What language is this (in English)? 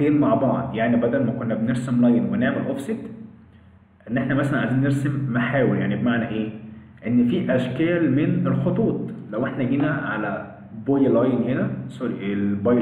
Egyptian Arabic